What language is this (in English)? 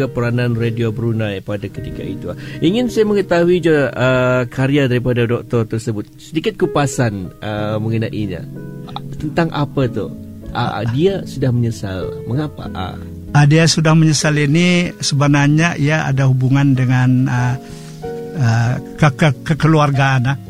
Malay